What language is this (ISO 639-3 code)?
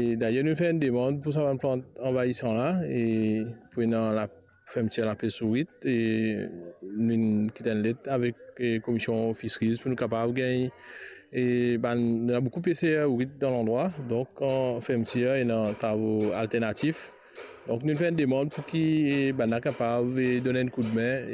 mfe